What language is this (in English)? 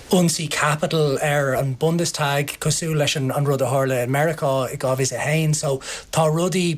Irish